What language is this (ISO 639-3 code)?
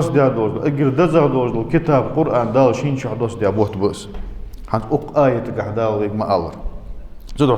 inh